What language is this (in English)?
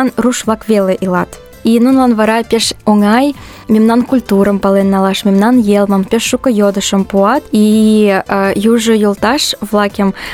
Mari